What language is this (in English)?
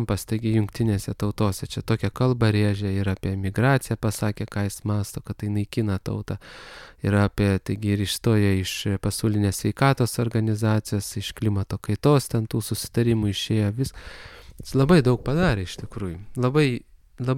Lithuanian